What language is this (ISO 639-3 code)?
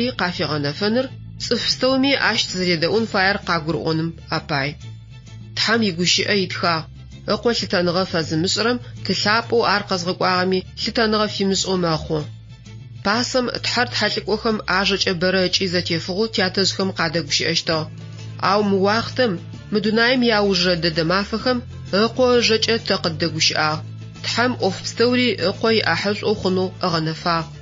ady